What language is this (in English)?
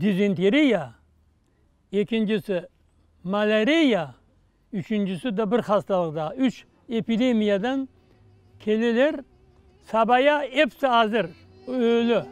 Crimean Tatar